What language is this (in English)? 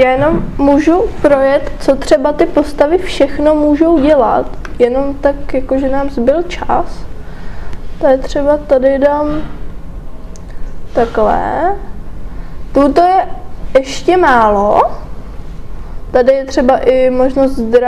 Czech